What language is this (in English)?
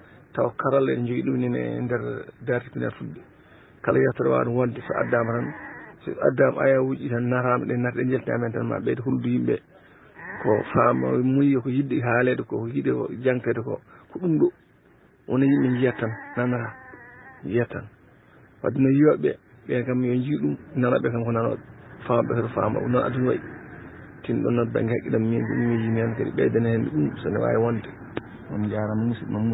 Fula